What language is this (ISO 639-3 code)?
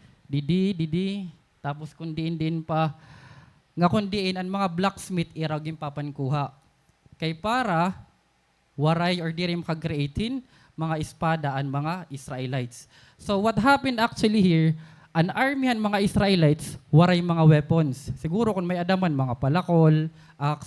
war